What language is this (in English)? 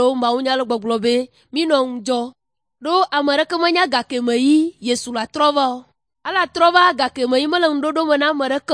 Ewe